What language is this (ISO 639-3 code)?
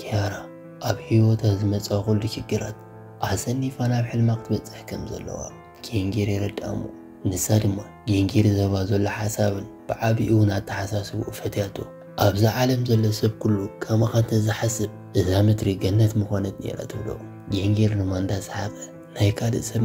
tir